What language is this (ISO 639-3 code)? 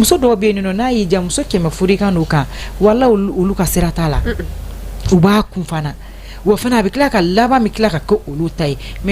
bam